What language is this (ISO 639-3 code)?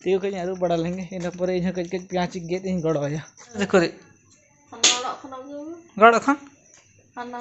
sat